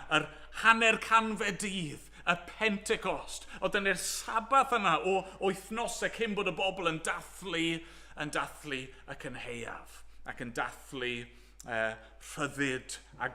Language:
Welsh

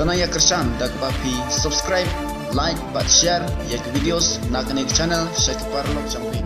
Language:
Khasi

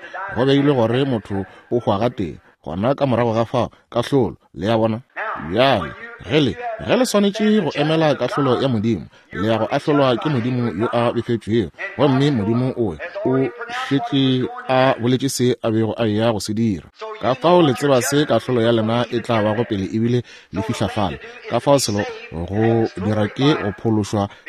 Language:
Northern Sotho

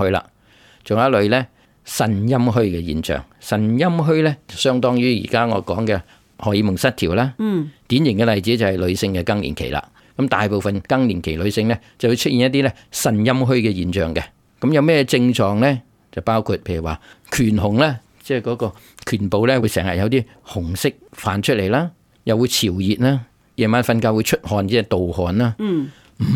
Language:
Cantonese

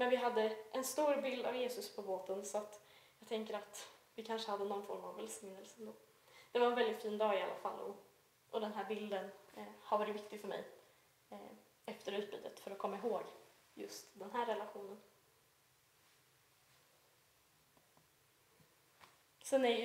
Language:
Swedish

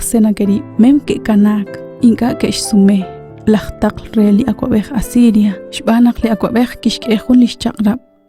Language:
Kekchí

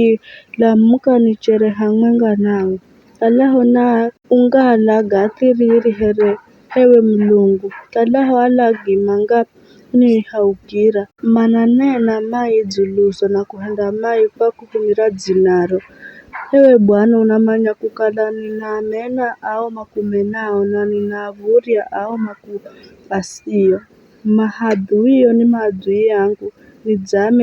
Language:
Giryama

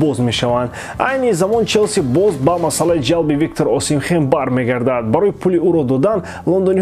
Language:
Tajik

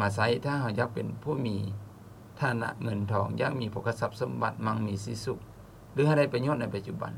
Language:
Lao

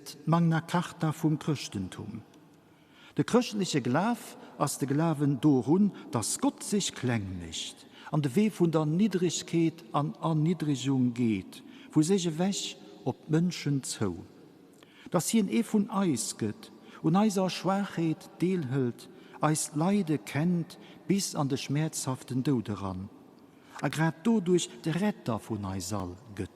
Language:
Luxembourgish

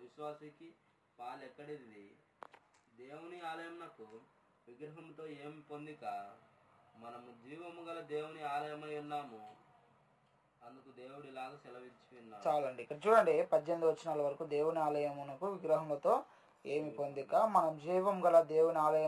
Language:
Telugu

